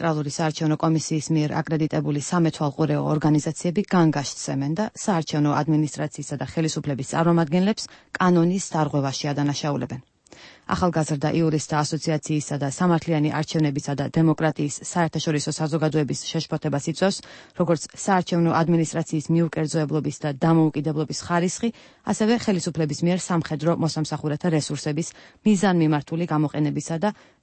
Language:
Georgian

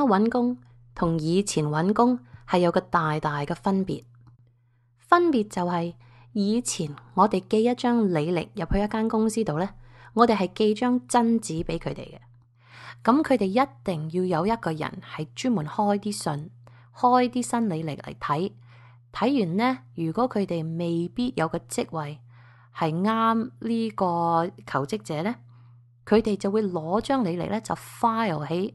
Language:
Cantonese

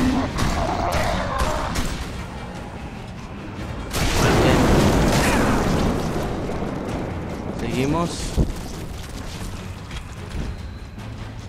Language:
Spanish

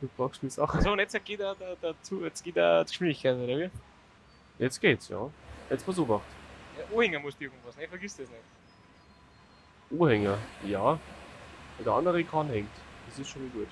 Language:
Bavarian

